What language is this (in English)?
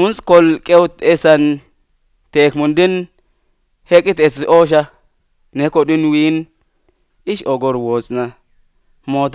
Slovenian